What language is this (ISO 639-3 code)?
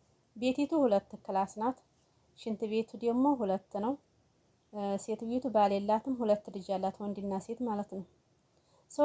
amh